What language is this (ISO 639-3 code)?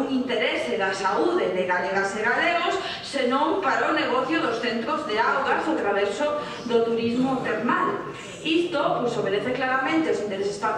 glg